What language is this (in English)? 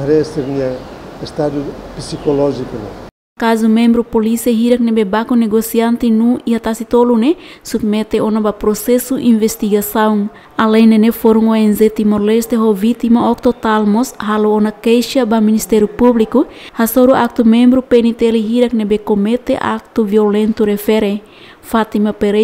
Tetum